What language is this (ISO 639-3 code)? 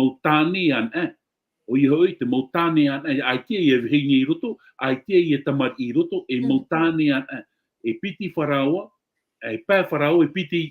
tah